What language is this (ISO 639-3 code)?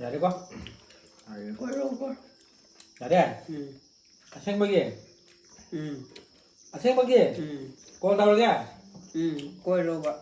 mni